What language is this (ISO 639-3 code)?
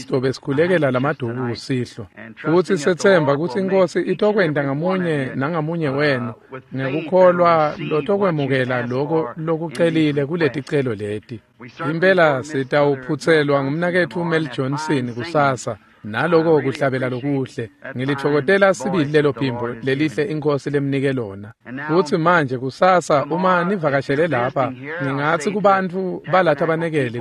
ssw